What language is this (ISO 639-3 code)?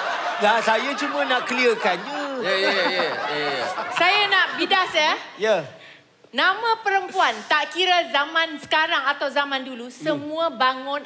msa